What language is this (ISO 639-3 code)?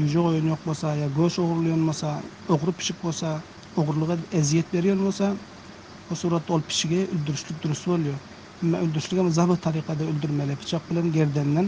tuk